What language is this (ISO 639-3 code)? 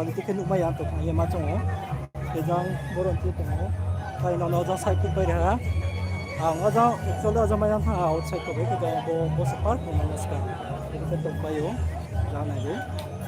ria